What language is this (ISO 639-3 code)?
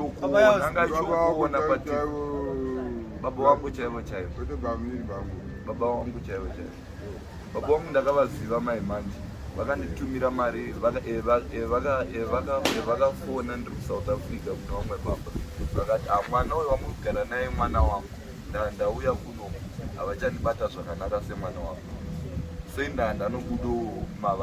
sna